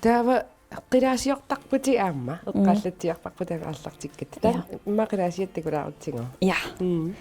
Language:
Kalaallisut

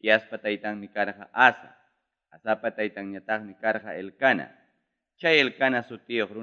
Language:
Ayacucho Quechua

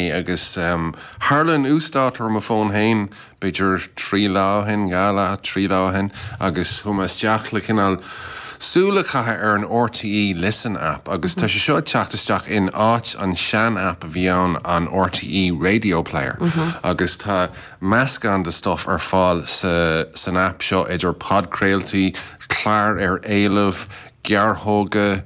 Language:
Irish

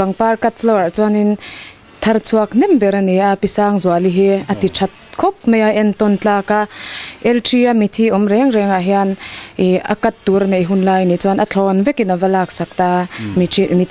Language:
Mizo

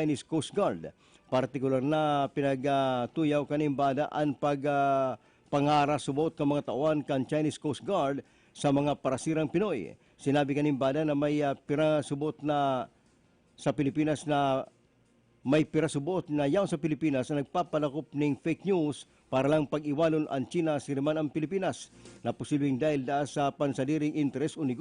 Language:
Bikol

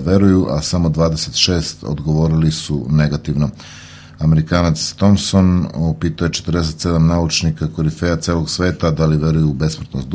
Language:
Serbian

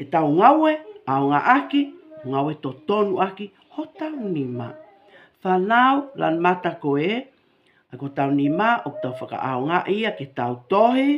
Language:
Tongan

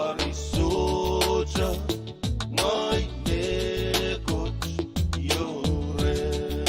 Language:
Pohnpeian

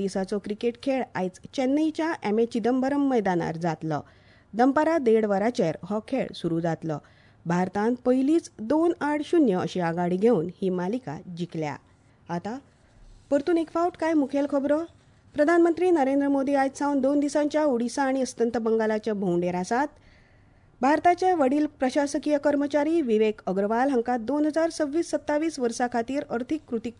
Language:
Konkani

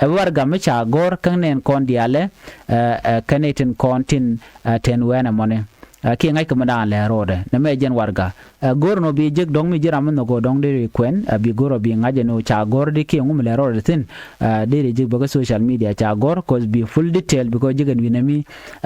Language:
Nuer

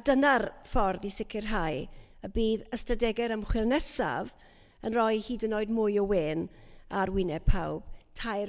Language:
Welsh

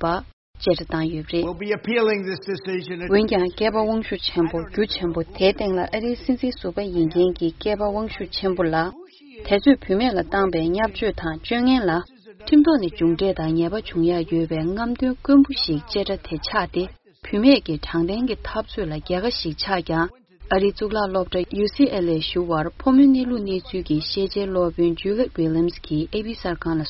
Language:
Tibetan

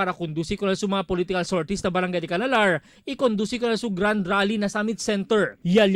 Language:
Chavacano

